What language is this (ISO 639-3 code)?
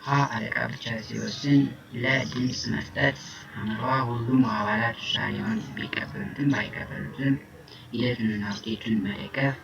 amh